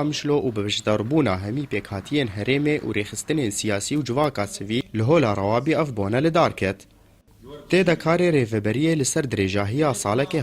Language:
Kurdish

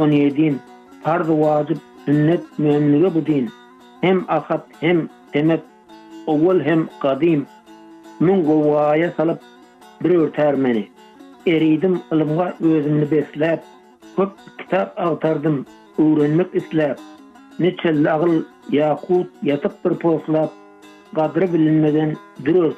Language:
Turkmen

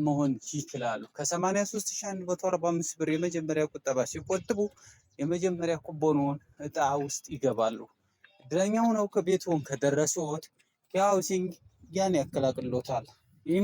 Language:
Amharic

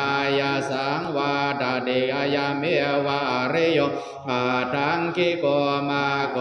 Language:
Pali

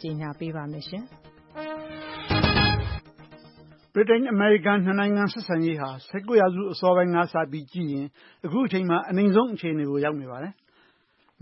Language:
Burmese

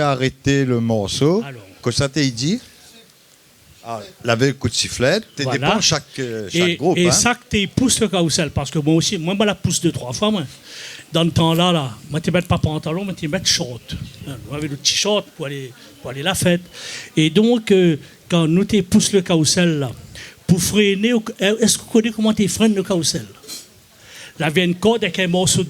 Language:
Réunion Creole French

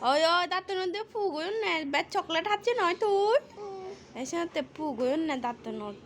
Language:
Chakma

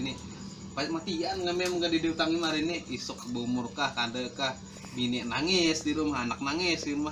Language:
Banjar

